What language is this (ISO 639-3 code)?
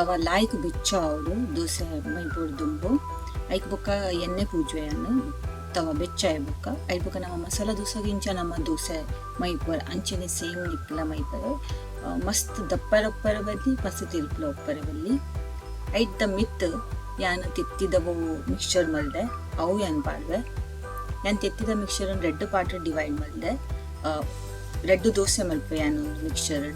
tcy